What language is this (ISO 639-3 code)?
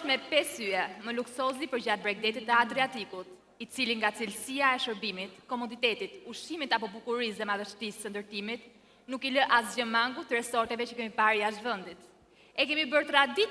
sqi